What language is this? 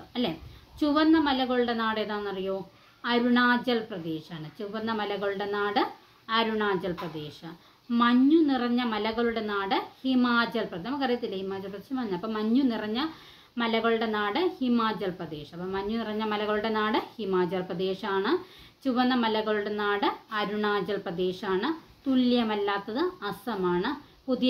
Malayalam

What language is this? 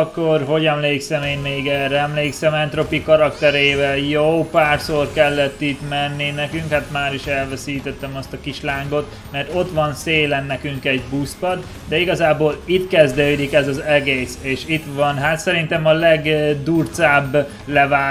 Hungarian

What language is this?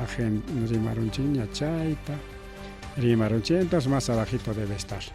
Ayacucho Quechua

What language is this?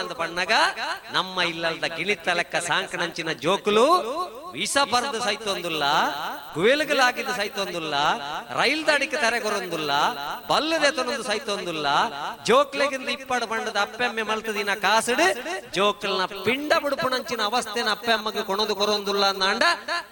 Tulu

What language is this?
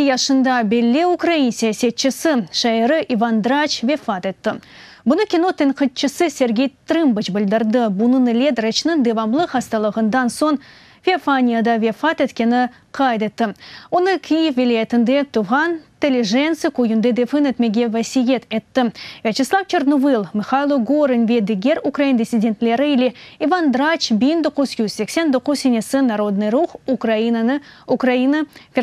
Crimean Tatar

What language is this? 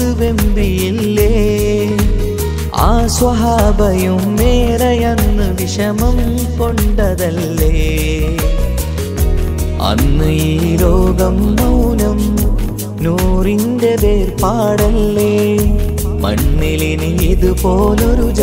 Malayalam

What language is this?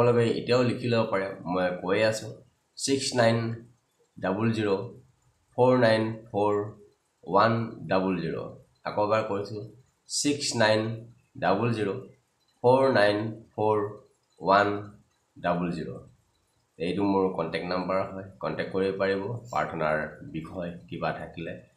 Assamese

